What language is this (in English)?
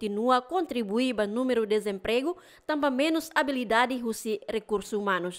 Tetum